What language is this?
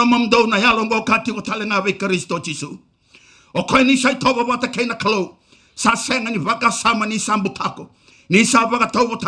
Fijian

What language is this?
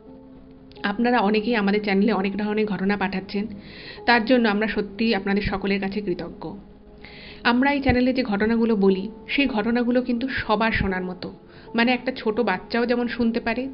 Bangla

